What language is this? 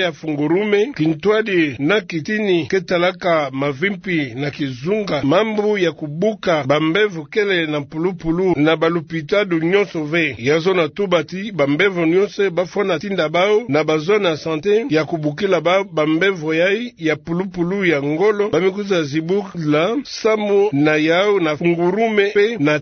Kituba (Democratic Republic of Congo)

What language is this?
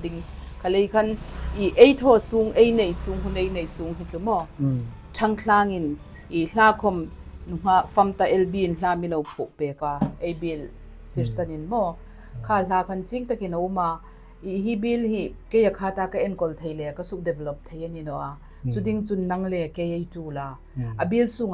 Hmar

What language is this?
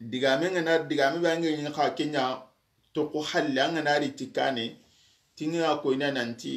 Soninke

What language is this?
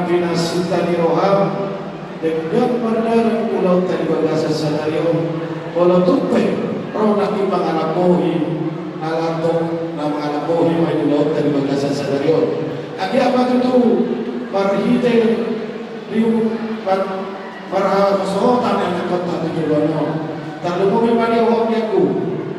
Batak Toba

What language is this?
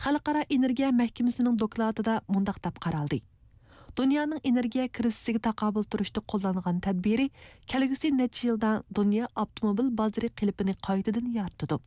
Uyghur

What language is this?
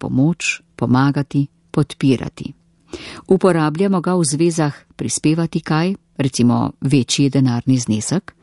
Slovenian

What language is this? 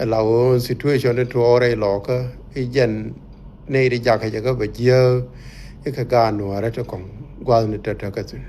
Nuer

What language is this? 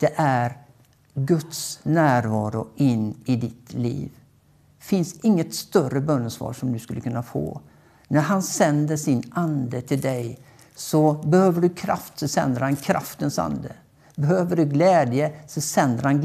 Swedish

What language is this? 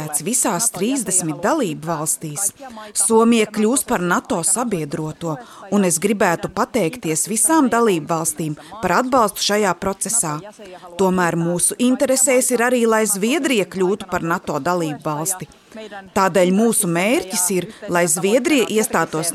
Latvian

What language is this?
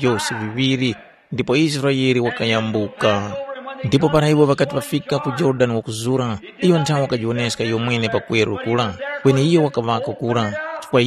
Tumbuka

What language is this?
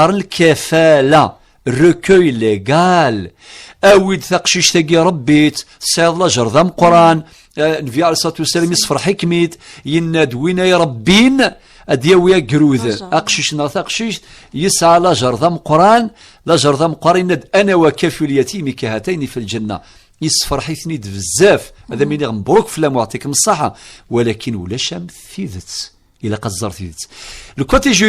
Kabyle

